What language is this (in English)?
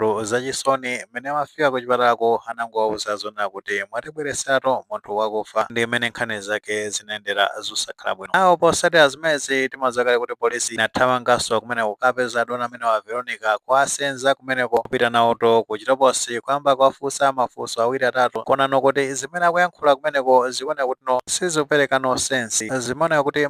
Nyanja